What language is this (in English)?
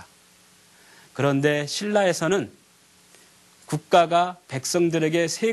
Korean